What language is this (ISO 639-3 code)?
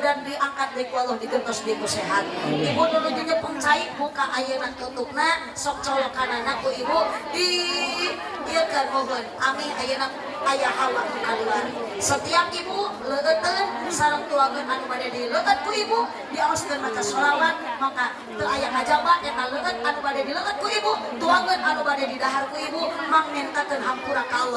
sun